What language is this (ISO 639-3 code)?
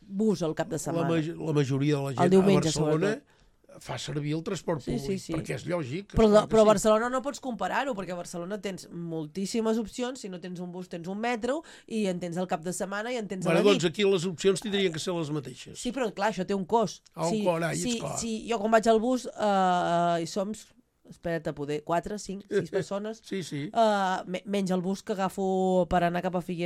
cat